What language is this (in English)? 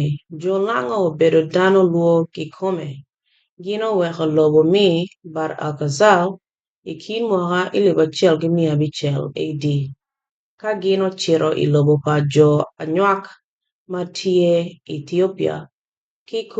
Acoli